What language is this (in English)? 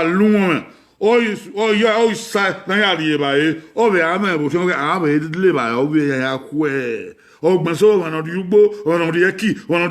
Bini